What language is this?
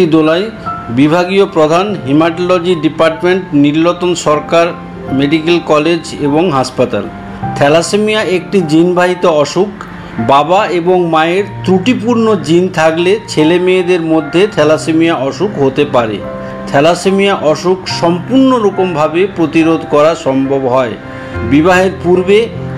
Bangla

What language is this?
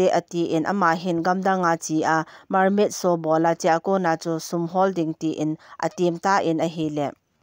Thado Chin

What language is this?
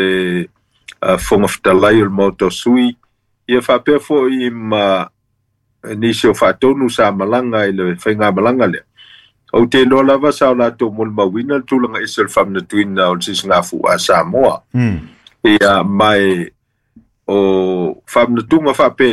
Samoan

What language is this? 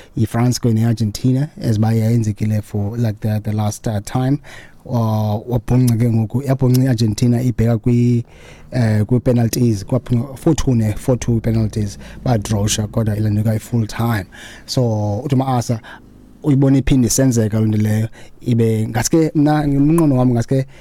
Xhosa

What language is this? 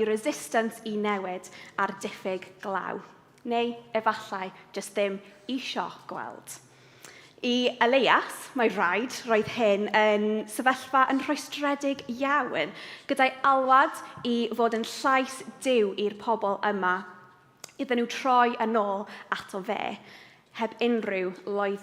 Welsh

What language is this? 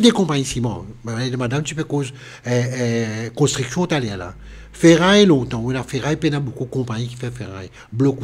Morisyen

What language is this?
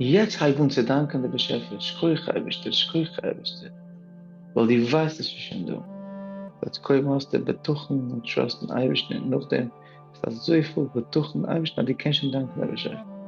Yiddish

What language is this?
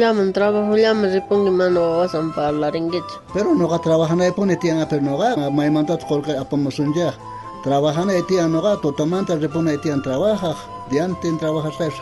South Bolivian Quechua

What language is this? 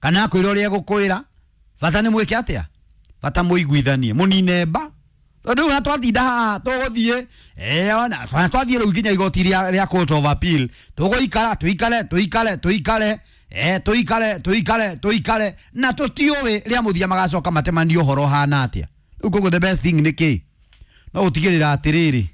Kikuyu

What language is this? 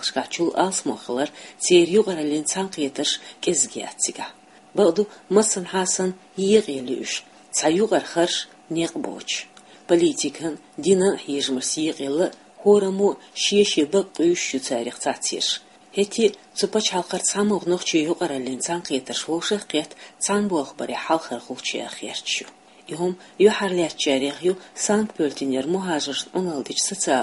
Chechen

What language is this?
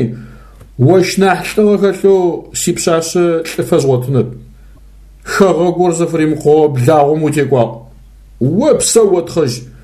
Adyghe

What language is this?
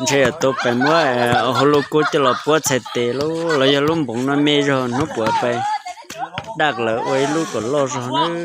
Hmong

